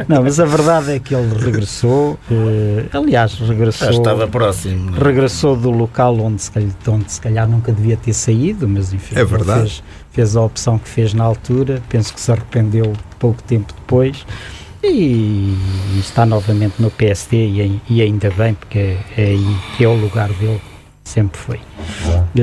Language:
Portuguese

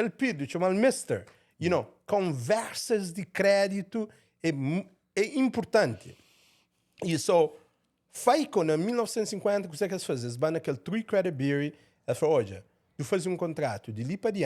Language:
Kabuverdianu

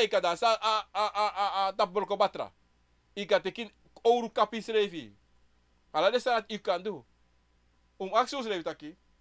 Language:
Sranan Tongo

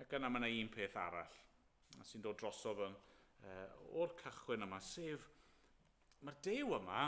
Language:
Welsh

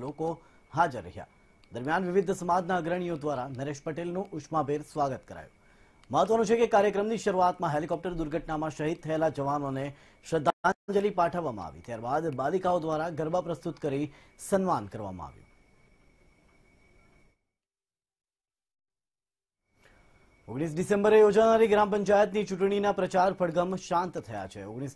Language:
Gujarati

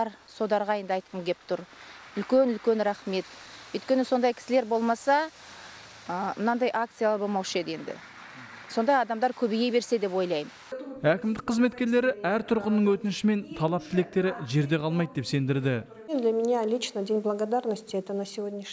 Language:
Kazakh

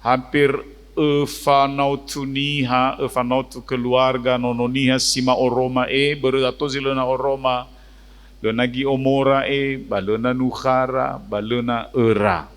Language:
Nias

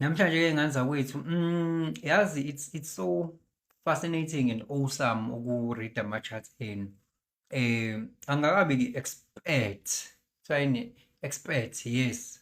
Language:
Zulu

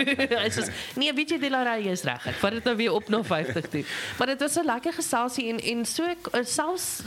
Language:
Afrikaans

